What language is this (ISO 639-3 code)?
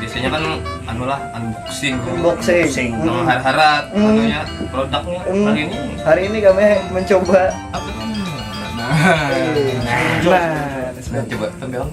bjn